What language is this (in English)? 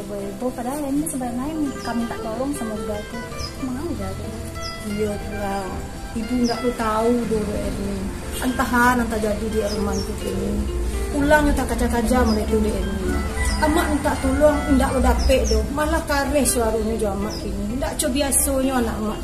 Minangkabau